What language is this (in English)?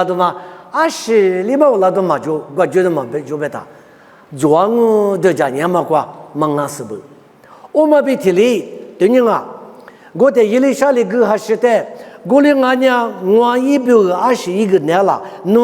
Lisu